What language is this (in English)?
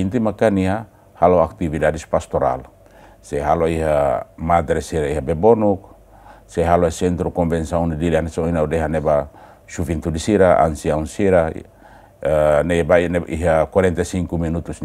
Tetum